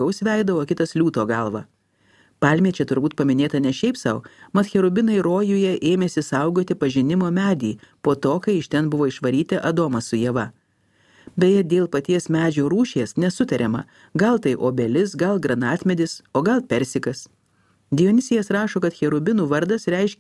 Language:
Lithuanian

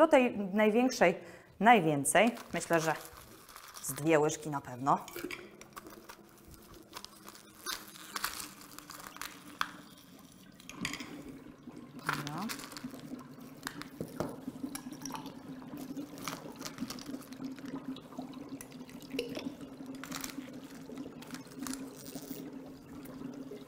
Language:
Polish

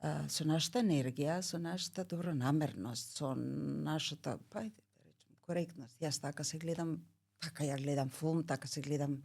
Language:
Macedonian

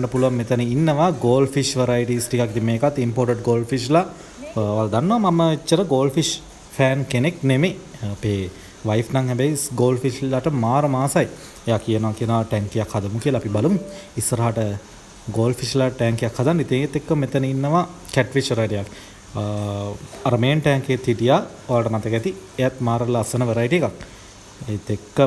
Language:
Sinhala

